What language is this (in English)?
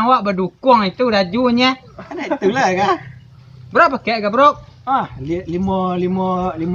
Minangkabau